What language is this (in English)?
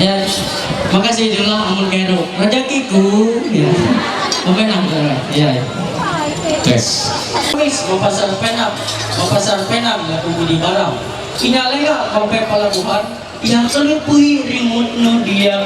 Ma'anyan